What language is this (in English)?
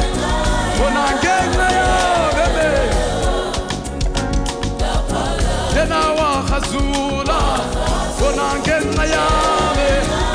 Zulu